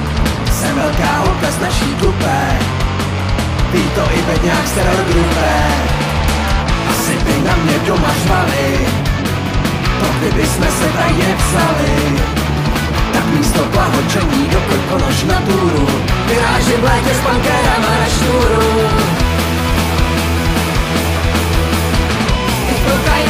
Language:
Czech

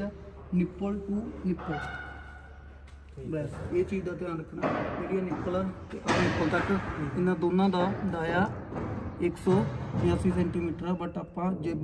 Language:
Punjabi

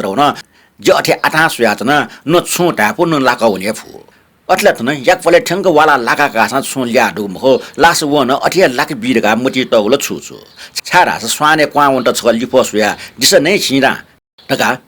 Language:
Newari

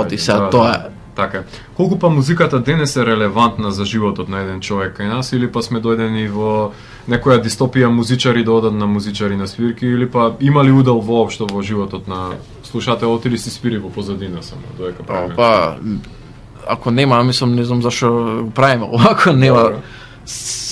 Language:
Macedonian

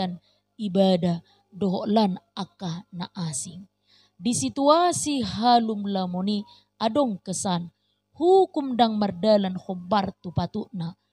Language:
Batak Toba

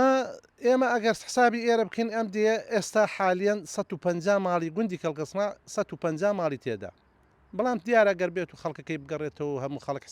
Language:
Central Kurdish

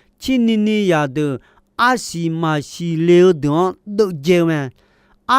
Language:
Akha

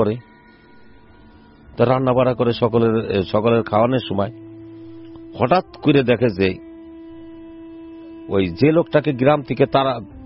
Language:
Bangla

